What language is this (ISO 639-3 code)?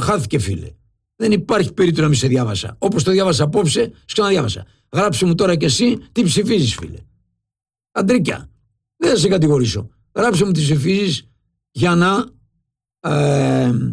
ell